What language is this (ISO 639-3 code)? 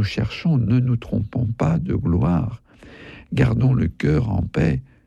fra